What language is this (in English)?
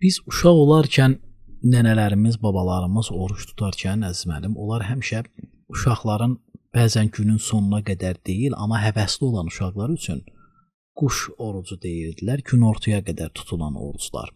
Azerbaijani